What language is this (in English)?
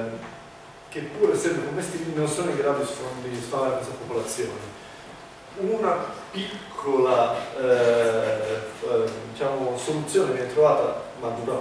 Italian